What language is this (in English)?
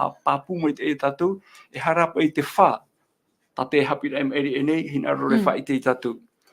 Tahitian